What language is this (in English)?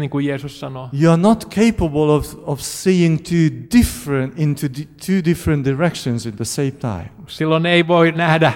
Finnish